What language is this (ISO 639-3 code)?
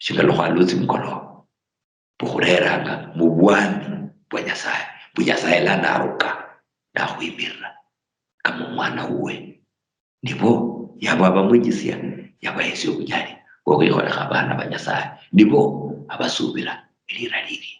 luy